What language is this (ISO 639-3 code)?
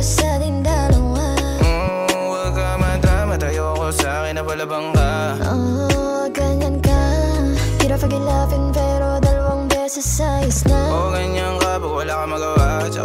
fil